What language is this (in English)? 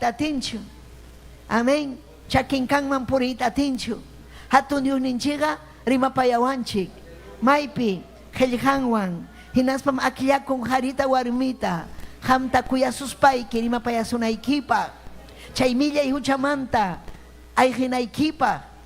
Ayacucho Quechua